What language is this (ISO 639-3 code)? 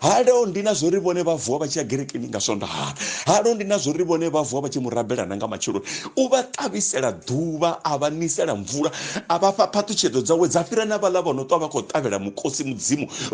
ven